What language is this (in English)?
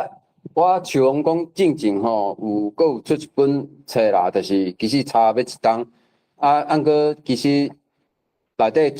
Min Nan Chinese